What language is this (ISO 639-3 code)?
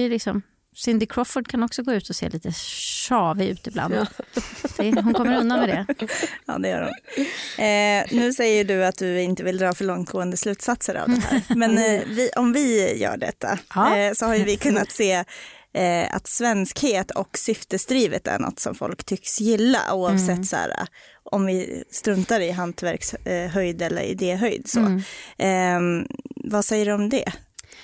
swe